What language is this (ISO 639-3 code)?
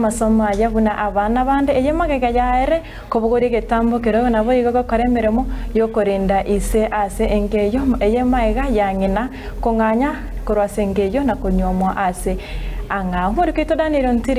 guz